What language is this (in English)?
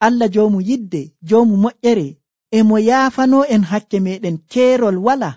Nigerian Fulfulde